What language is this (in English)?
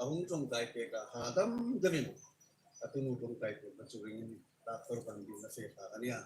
Hmar